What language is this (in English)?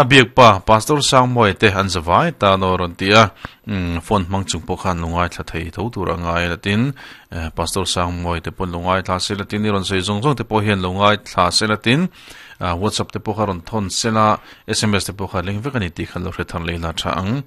Mizo